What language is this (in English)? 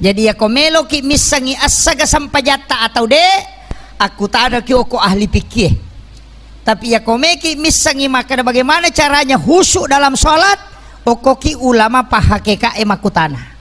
Buginese